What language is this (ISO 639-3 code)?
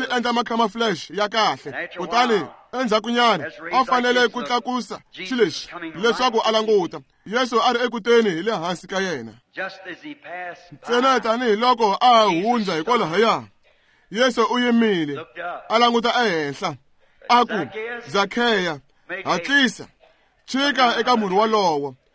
tso